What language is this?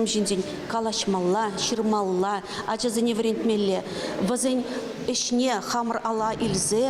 Chuvash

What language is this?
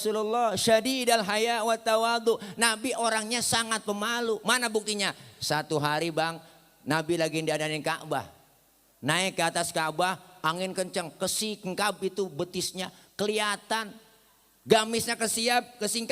Betawi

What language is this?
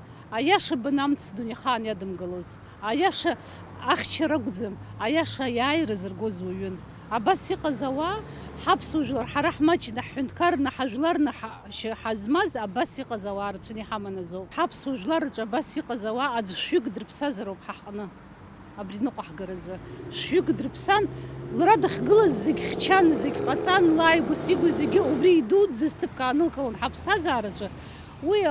Abkhazian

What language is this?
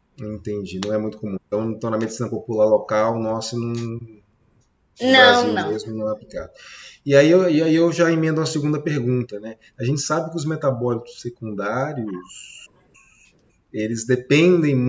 Portuguese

